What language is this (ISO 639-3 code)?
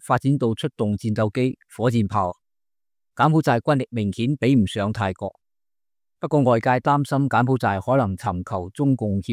yue